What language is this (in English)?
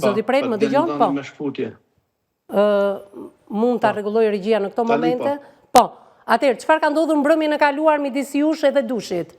Albanian